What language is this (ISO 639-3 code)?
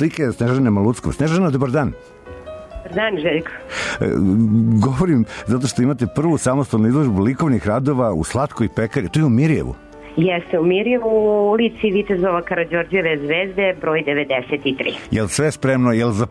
srp